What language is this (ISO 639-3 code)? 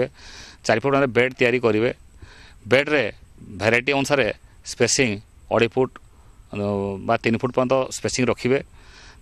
ori